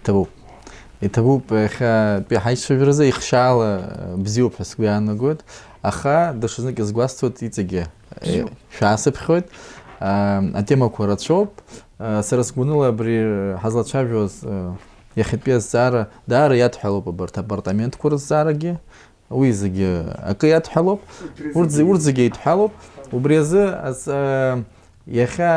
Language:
Abkhazian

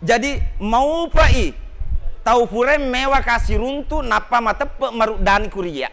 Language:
Buginese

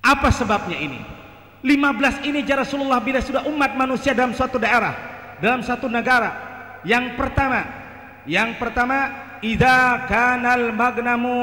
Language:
Banjar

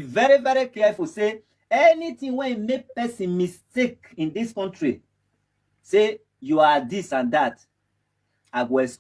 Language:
Nigerian Pidgin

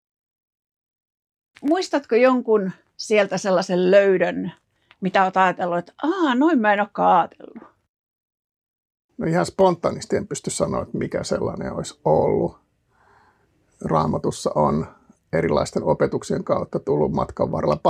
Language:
Finnish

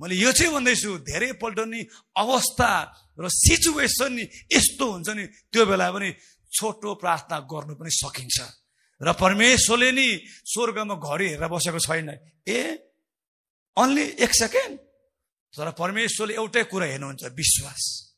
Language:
Nepali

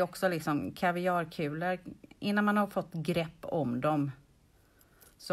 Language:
Swedish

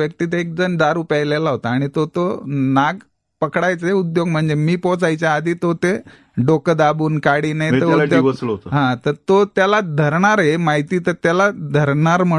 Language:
Marathi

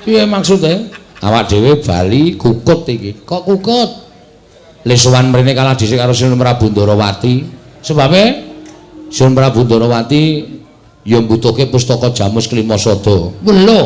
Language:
Javanese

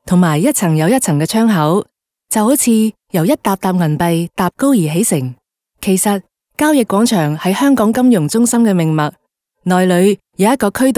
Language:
Cantonese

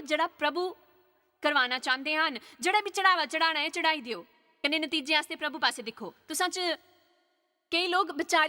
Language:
Dogri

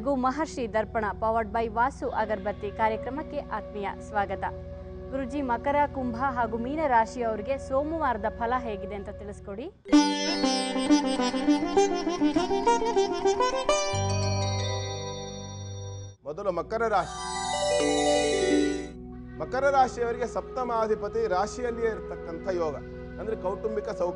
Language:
Kannada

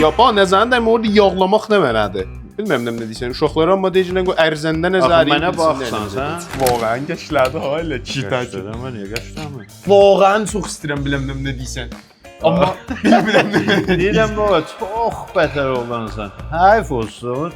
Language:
South Azerbaijani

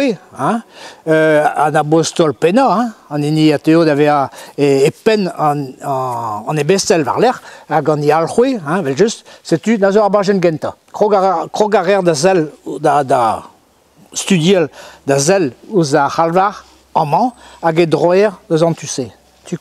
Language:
Breton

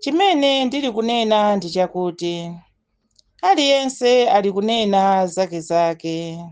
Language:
Nyanja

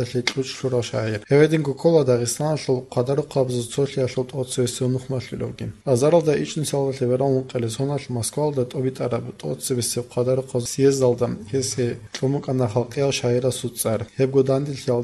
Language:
Avaric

